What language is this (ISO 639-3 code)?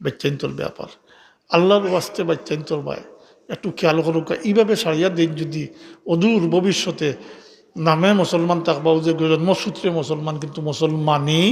syl